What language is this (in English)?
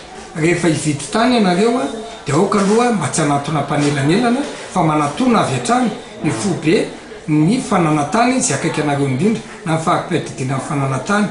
Malagasy